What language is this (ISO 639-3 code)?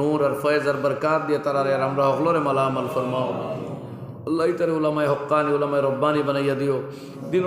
syl